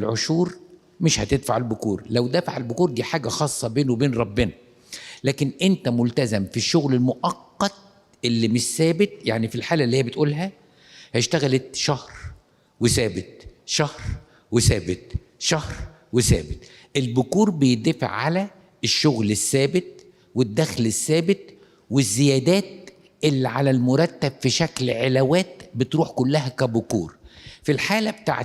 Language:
Egyptian Arabic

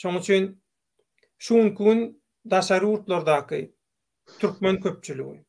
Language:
Turkmen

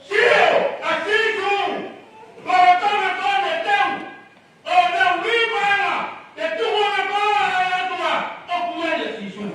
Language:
Tongan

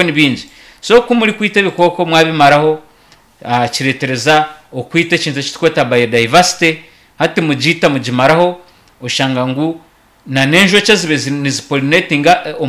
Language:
Nyankole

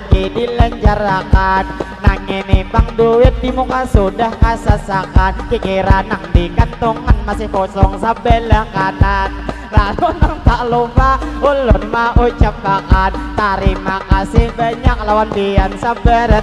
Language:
Banjar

